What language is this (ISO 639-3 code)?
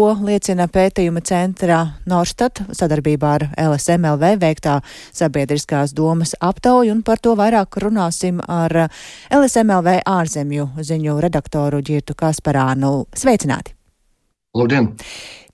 lav